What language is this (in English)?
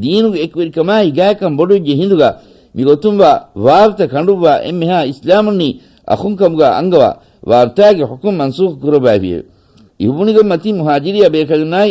Divehi